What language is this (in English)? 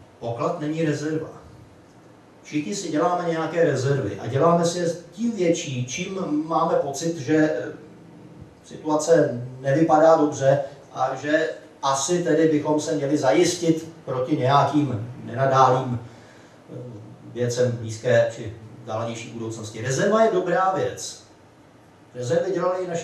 Czech